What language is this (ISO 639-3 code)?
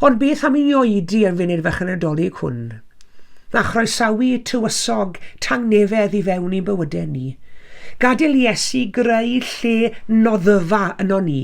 cym